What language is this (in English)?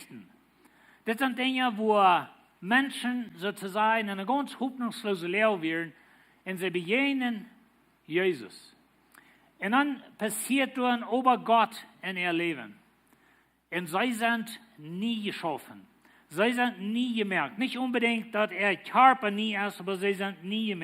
Plautdietsch